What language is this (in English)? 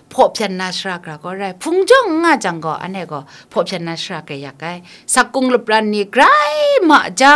Kachin